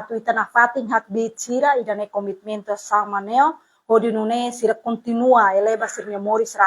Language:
Tetum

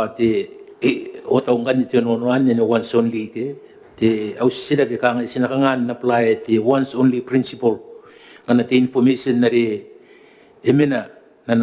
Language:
Gilbertese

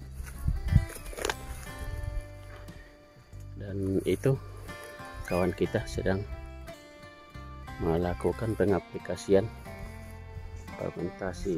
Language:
Indonesian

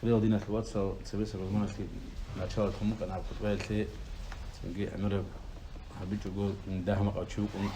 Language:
Avaric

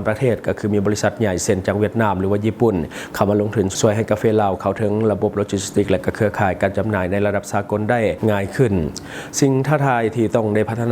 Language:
Lao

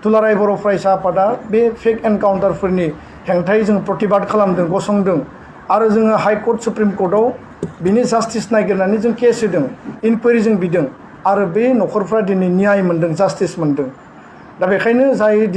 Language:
Bodo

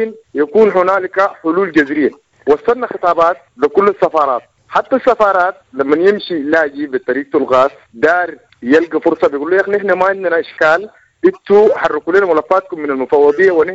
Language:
Sudanese Arabic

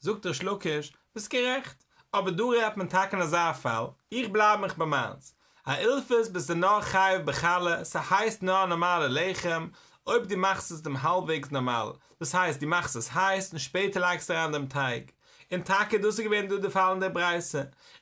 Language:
Yiddish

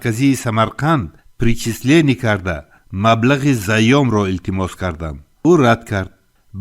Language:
Tajik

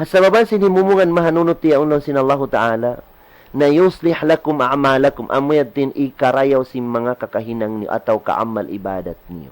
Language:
Tausug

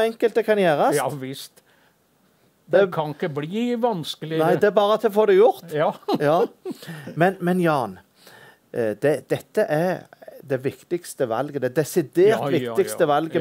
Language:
Norwegian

